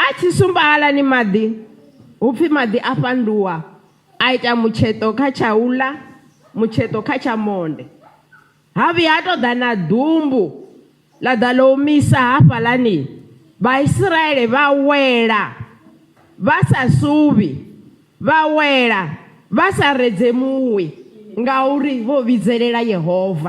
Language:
Venda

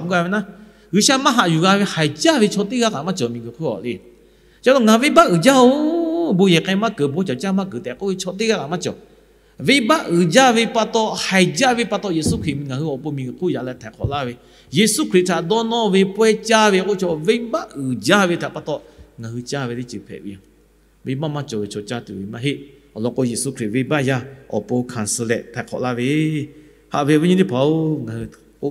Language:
Lahu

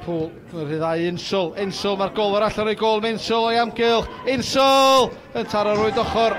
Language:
Welsh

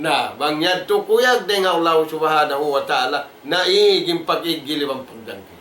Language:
Tausug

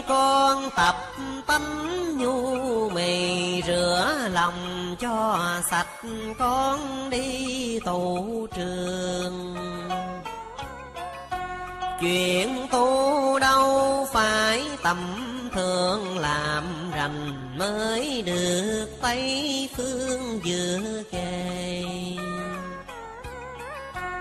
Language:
Vietnamese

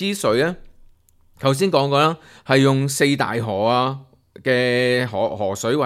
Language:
Cantonese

